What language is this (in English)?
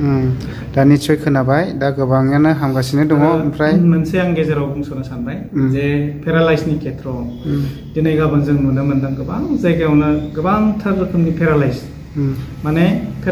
Bodo